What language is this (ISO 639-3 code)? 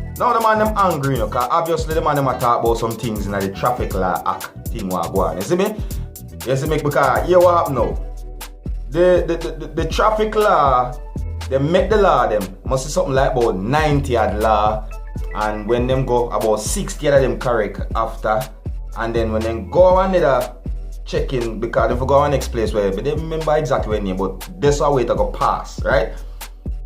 jam